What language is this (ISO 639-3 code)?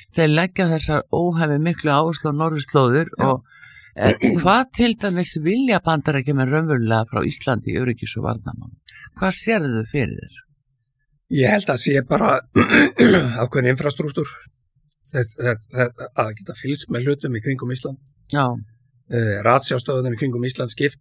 isl